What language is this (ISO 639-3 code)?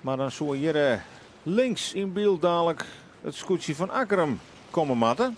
fry